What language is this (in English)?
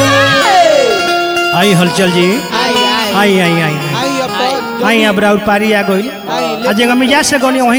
Bhojpuri